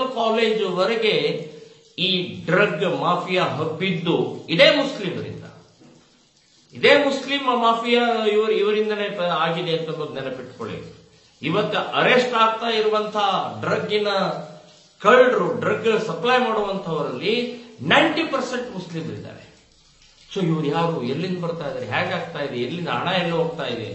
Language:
Kannada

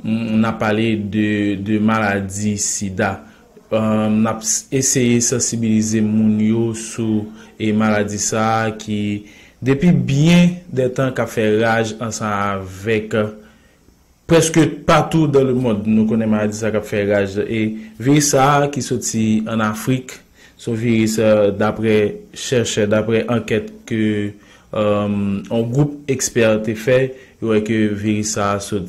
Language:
Haitian Creole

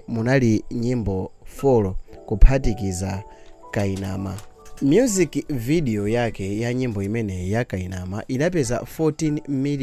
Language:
Nyanja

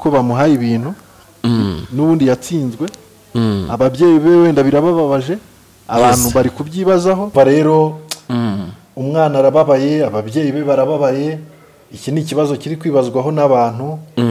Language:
Kinyarwanda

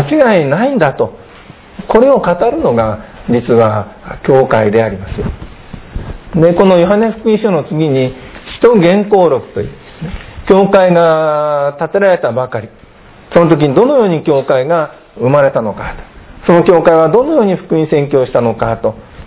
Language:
Japanese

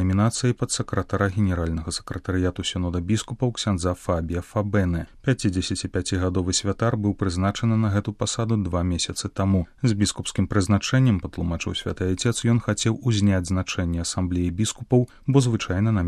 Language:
Belarusian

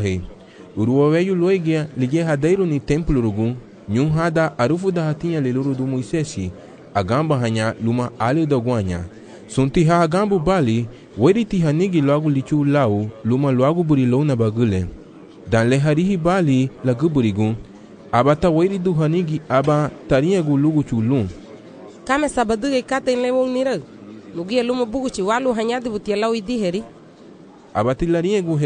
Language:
Garifuna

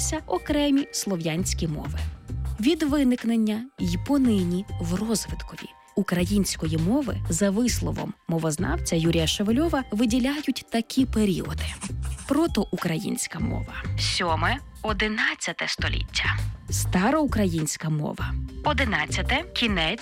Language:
Ukrainian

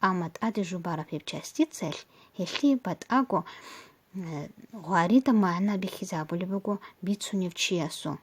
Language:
Avaric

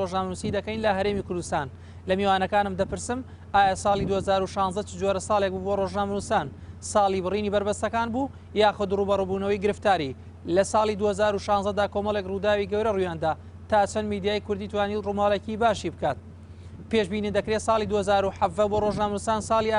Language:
Central Kurdish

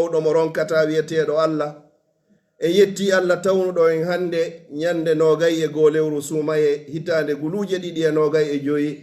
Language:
Pular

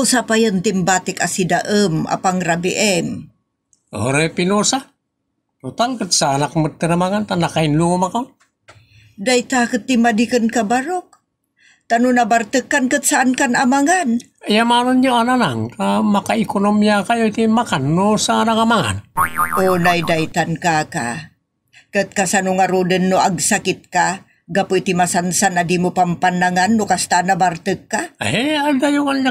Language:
Iloko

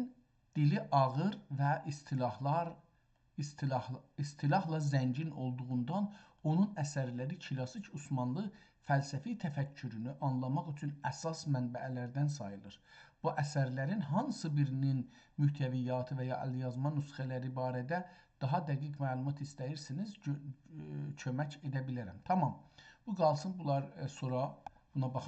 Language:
South Azerbaijani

